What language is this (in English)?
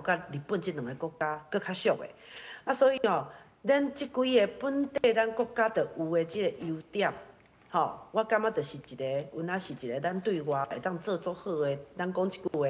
Min Nan Chinese